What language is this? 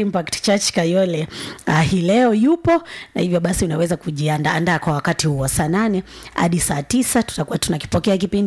Swahili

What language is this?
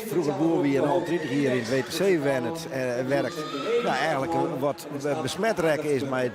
Western Frisian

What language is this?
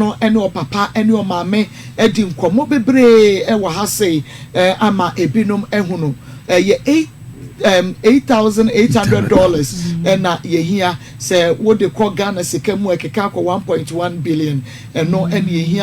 Akan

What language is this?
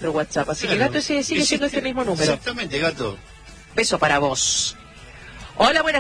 Spanish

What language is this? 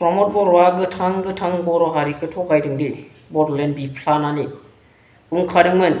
Bodo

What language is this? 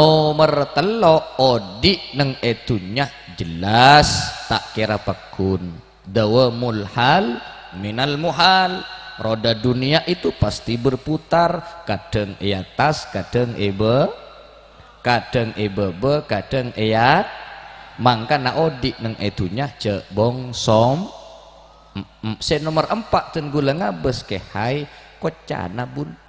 Madurese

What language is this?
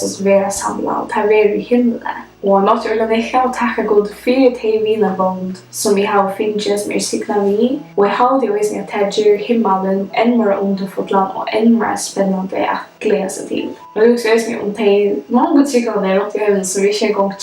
Faroese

